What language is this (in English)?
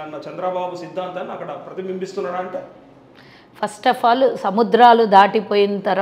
Telugu